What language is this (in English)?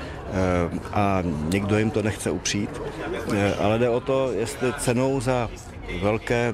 Czech